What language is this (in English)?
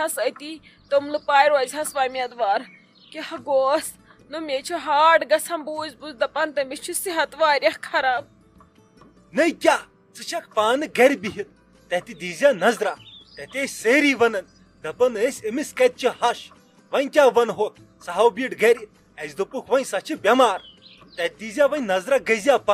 Kashmiri